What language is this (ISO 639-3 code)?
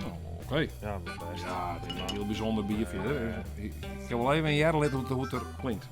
fry